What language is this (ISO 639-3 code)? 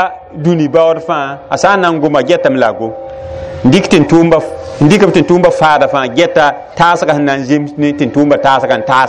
mos